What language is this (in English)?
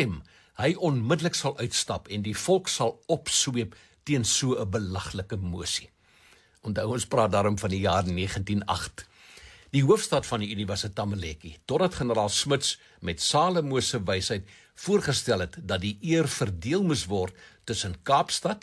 Afrikaans